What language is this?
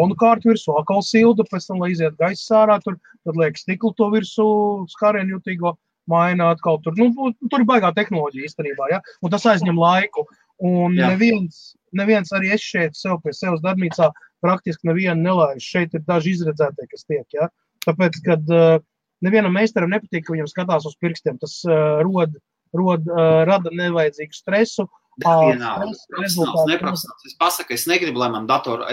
Latvian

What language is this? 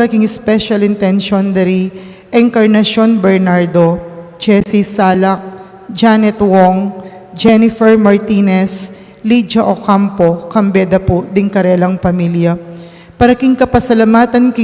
Pampanga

